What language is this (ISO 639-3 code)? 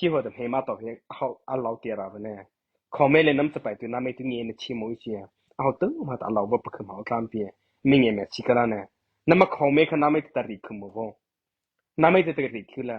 mrh